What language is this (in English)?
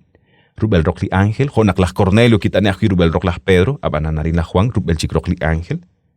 Kekchí